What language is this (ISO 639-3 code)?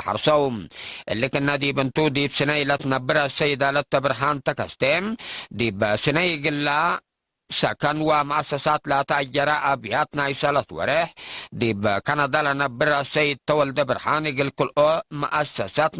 tig